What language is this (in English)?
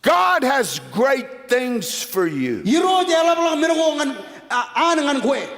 Marshallese